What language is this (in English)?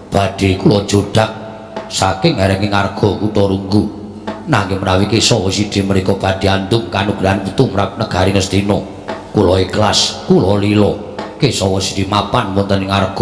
Javanese